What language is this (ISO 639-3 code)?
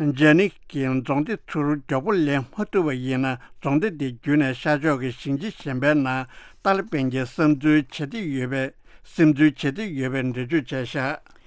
bod